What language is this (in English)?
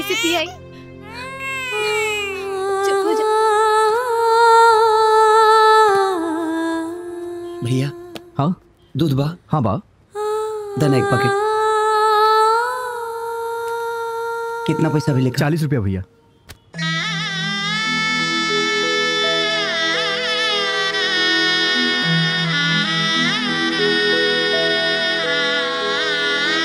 Bhojpuri